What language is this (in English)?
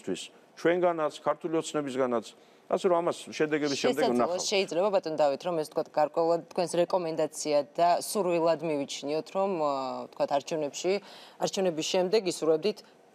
Georgian